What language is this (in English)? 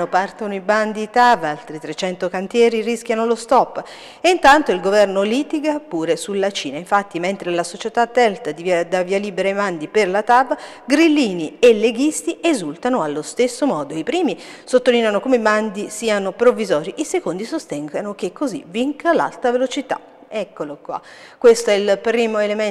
Italian